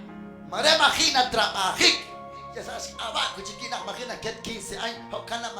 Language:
Kekchí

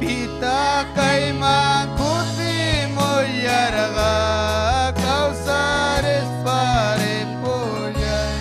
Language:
Ayacucho Quechua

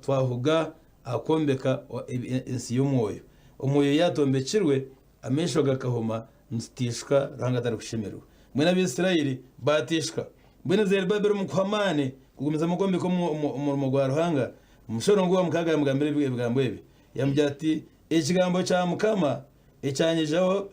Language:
Nyankole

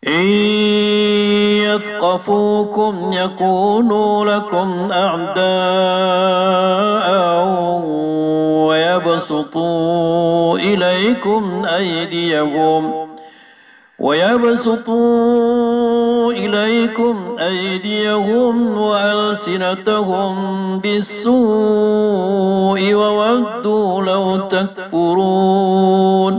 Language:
Maranao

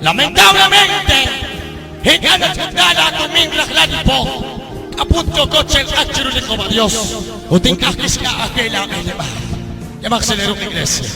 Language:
Kekchí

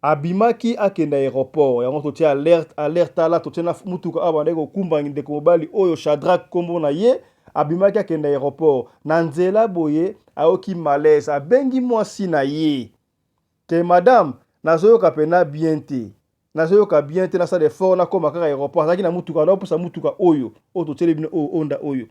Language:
Lingala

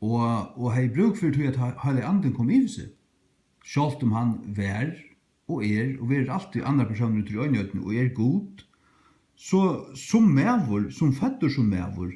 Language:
Faroese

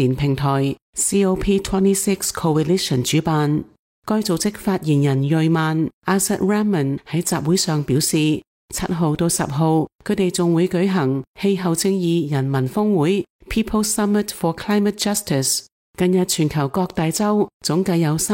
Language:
Cantonese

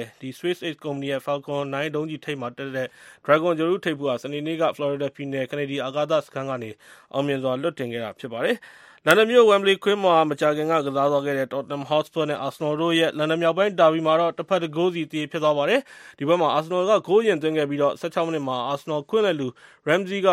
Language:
Burmese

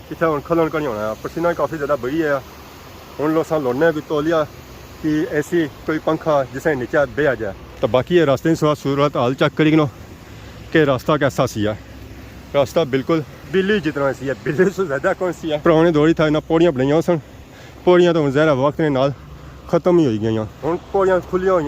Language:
Pahari-Potwari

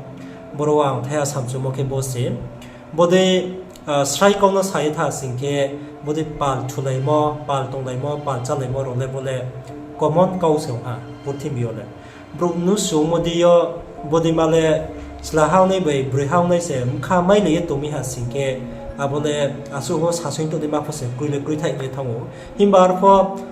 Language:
Riang (India)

